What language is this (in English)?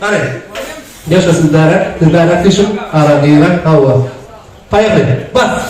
Turkmen